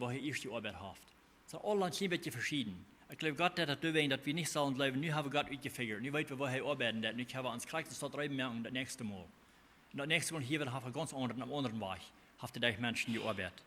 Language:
Plautdietsch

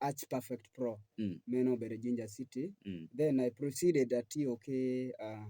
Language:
Acoli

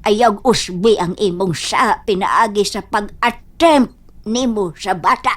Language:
Cebuano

